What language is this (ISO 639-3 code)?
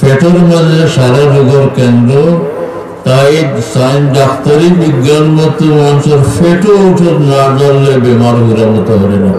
syl